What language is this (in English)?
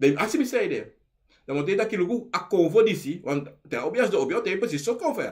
Sranan Tongo